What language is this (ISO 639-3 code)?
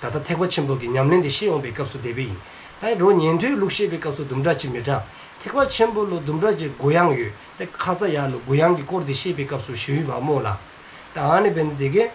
dzo